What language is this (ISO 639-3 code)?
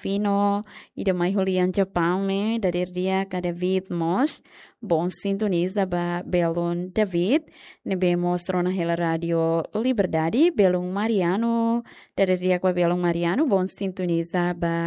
tet